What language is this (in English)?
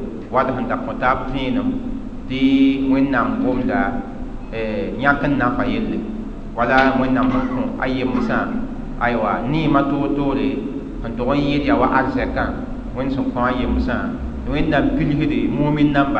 Mossi